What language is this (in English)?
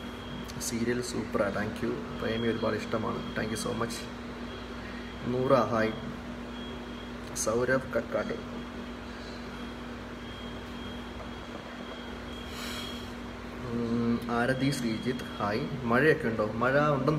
Malayalam